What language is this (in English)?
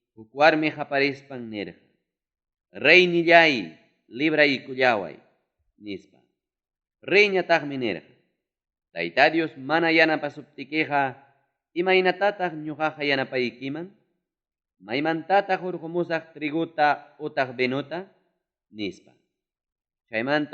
Ayacucho Quechua